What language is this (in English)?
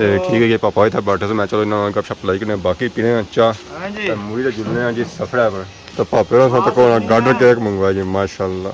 Pahari-Potwari